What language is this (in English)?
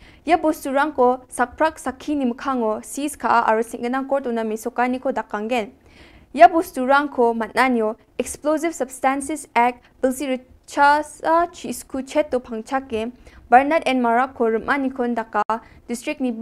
Garo